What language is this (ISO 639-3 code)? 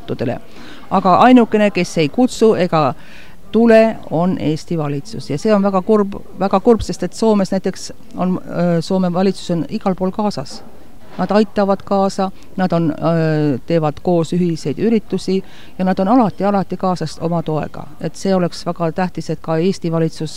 est